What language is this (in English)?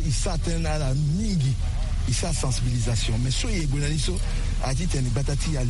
Sango